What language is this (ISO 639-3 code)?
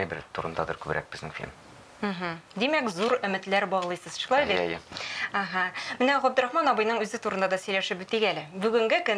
tat